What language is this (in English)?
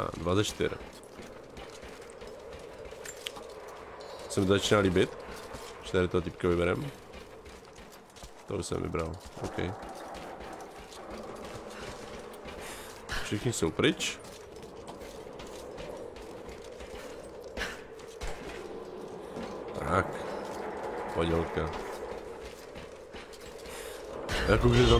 Czech